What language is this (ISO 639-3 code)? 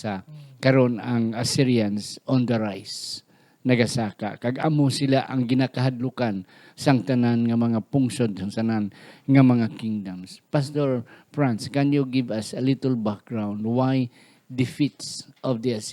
hil